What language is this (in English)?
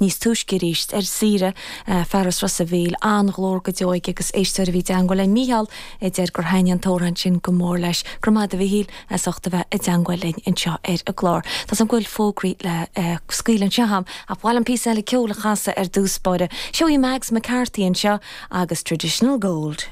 Irish